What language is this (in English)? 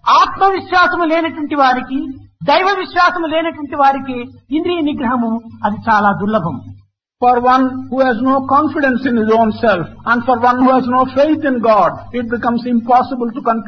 Telugu